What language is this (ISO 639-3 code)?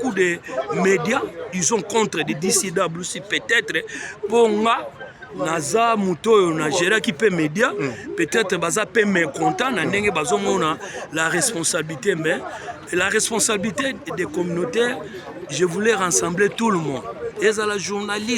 lin